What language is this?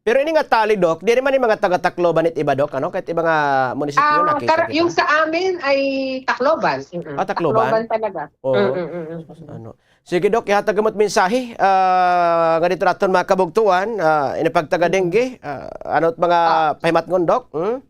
Waray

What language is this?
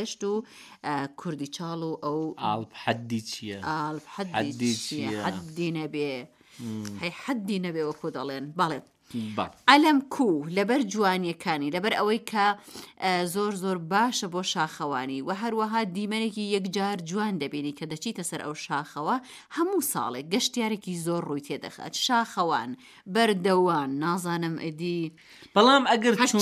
Central Kurdish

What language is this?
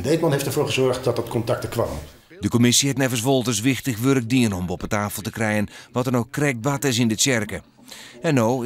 Western Frisian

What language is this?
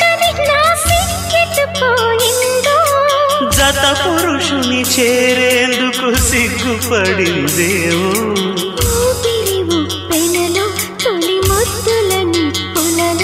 Telugu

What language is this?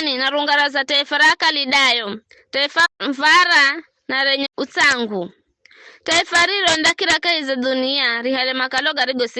Giryama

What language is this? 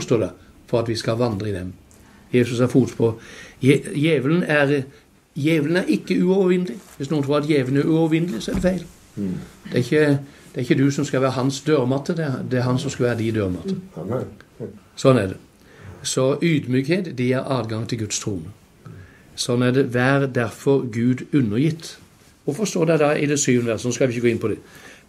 Norwegian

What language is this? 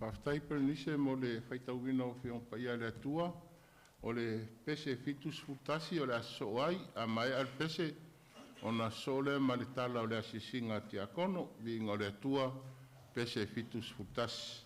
Samoan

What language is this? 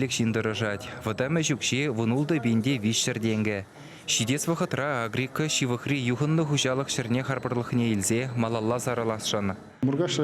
Chuvash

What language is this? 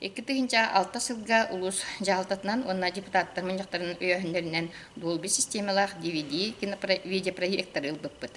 Yakut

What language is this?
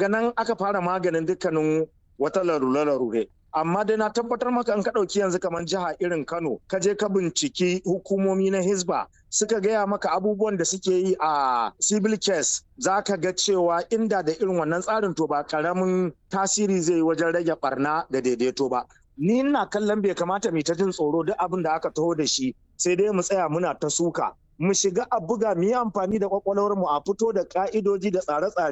Hausa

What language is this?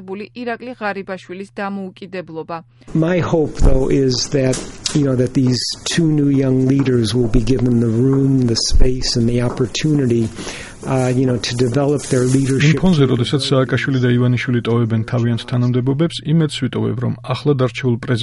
Georgian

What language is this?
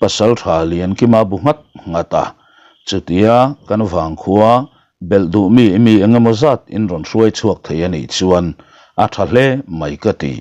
Mizo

